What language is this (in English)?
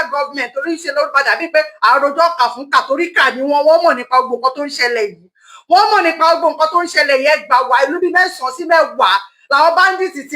Yoruba